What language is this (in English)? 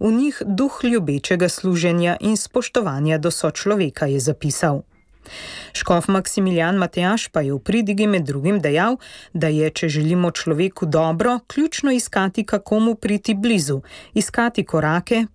Slovenian